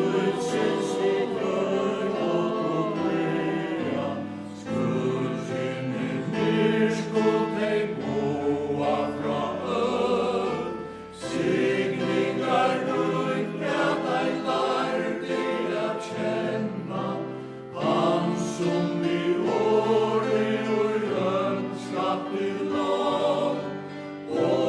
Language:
Faroese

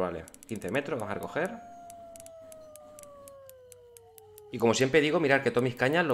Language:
Spanish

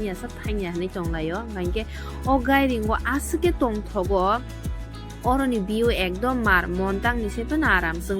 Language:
Kok Borok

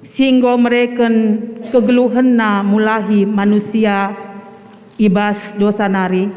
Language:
Batak Karo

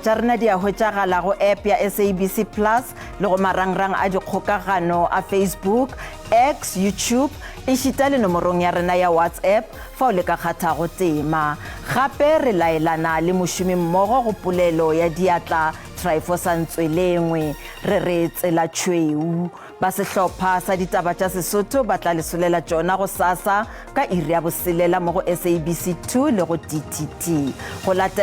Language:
Northern Sotho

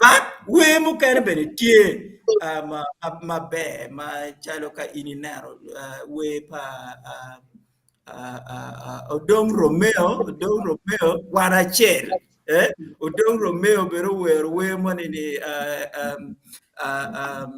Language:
Acoli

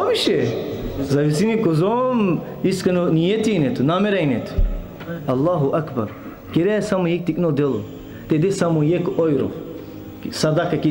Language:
Balkan Romani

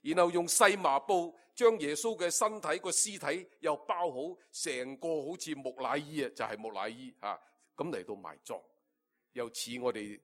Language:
Cantonese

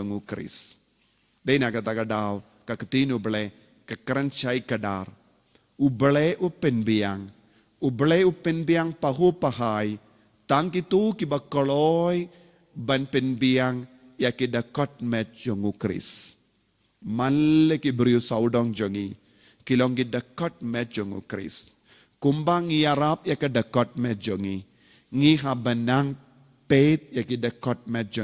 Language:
Khasi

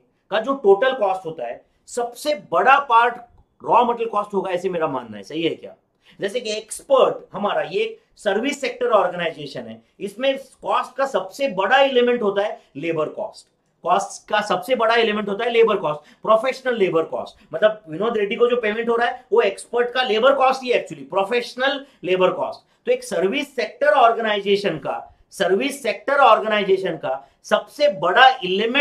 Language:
Hindi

